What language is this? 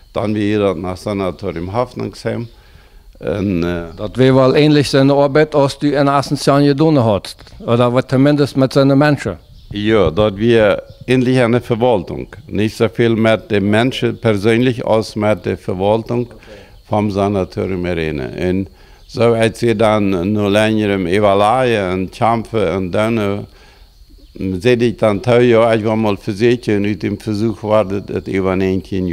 Plautdietsch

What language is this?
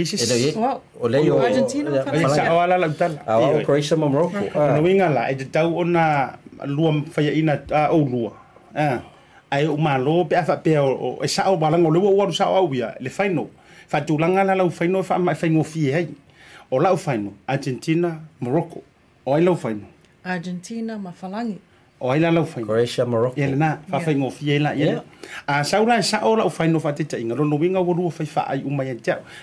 Samoan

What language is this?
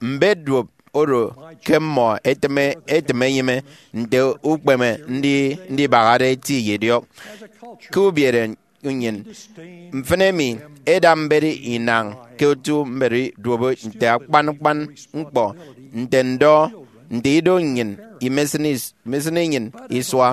Efik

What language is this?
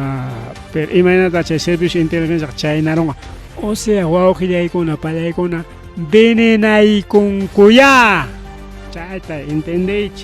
Ayacucho Quechua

